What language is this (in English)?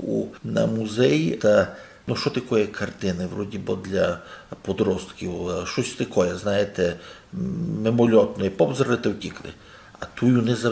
Rusyn